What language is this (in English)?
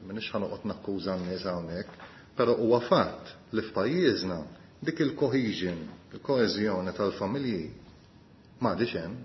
Maltese